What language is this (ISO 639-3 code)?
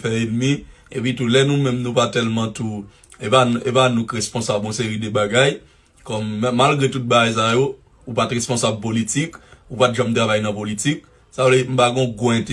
hat